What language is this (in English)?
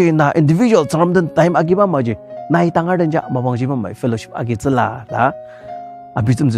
Ao Naga